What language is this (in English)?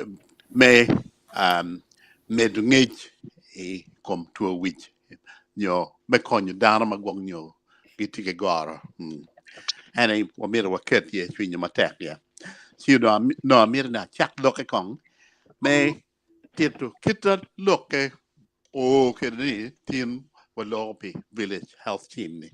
Acoli